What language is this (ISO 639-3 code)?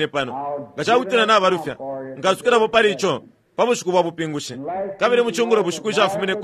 bem